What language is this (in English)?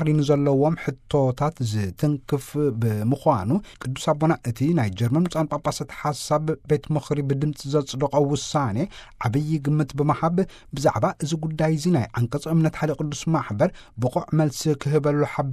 Tigrinya